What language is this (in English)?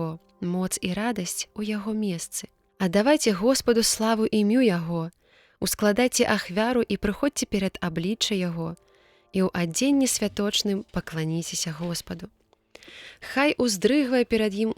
Belarusian